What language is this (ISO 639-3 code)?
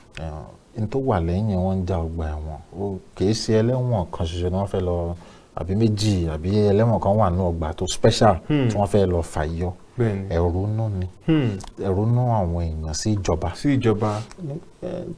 yor